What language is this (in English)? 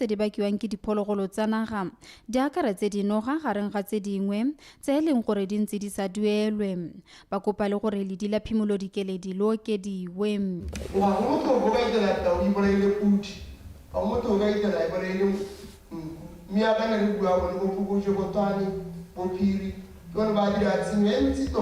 Tswana